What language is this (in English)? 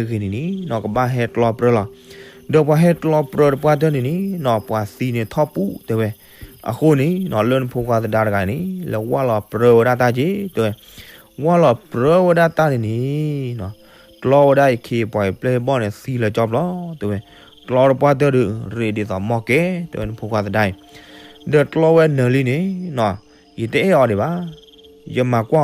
S'gaw Karen